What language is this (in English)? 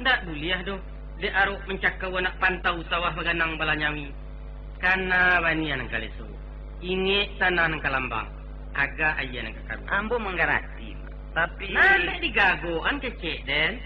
Minangkabau